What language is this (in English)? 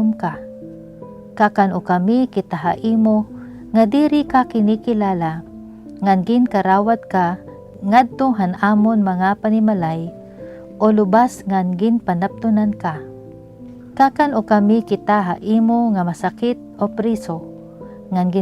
Waray